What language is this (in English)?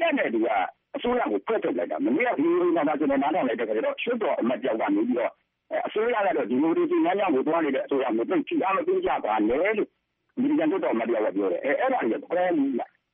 Burmese